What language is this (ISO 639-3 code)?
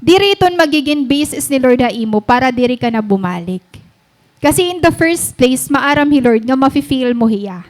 war